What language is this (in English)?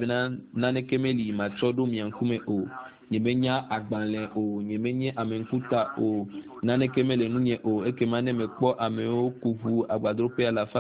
Ewe